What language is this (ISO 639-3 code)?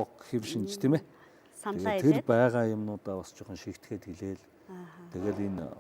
mon